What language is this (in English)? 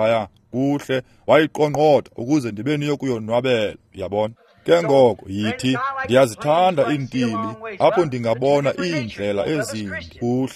Xhosa